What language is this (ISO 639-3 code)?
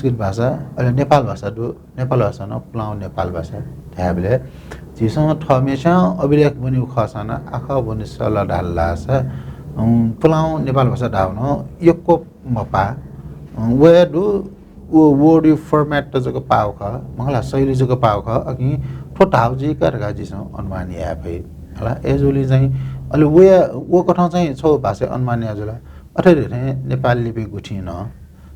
new